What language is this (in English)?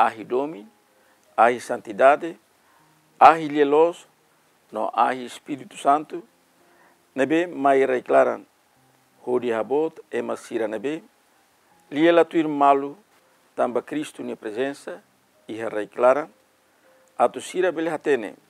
Tetum